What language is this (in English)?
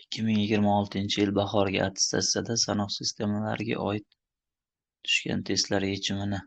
Uzbek